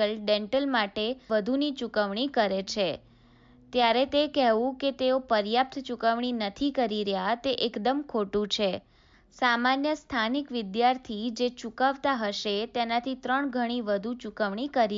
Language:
Gujarati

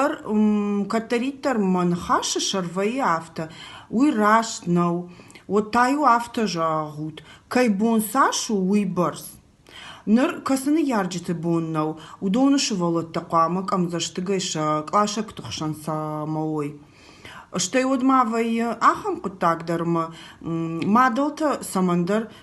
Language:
Ossetic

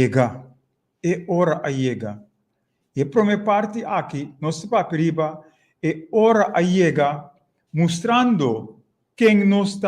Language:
Papiamento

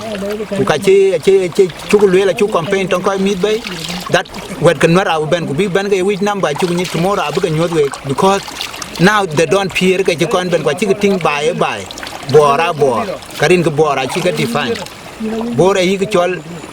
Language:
Dinka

